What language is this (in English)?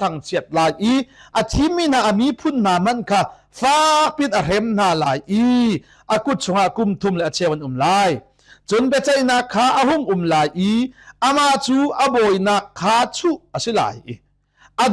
Hakha Chin